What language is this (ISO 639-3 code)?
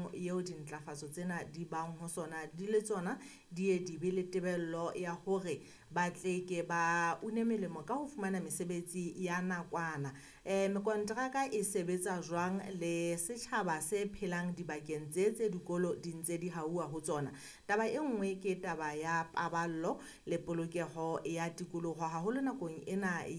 sot